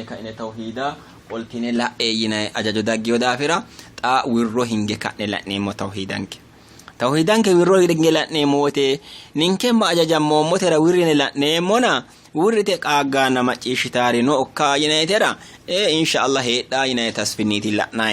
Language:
Sidamo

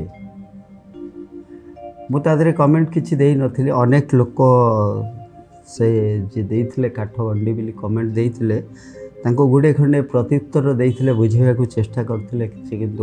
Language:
Odia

